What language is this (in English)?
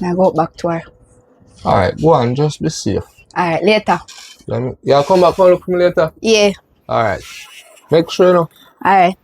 Jamaican Creole English